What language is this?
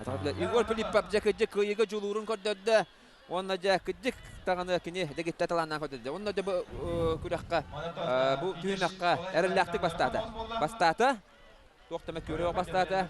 Yakut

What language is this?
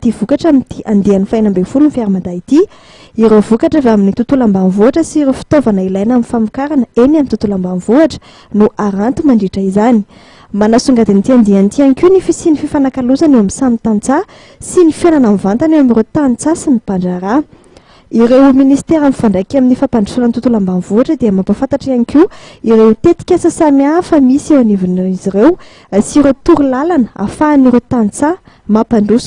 Malagasy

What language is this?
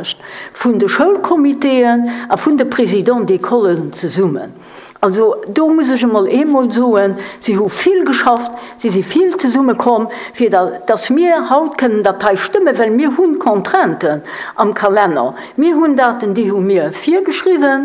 Luxembourgish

